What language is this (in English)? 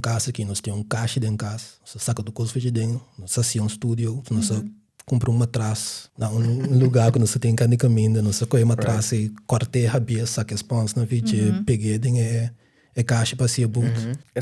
Papiamento